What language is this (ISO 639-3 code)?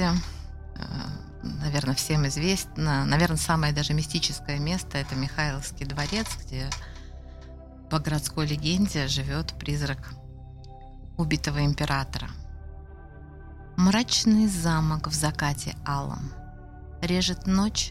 rus